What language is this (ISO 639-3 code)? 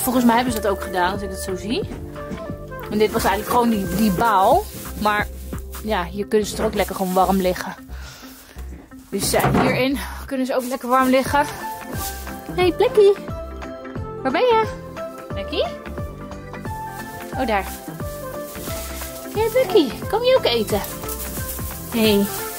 nld